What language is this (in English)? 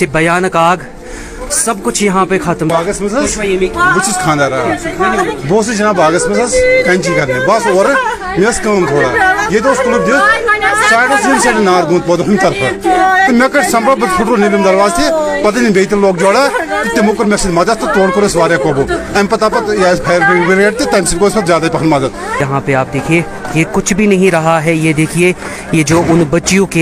Kashmiri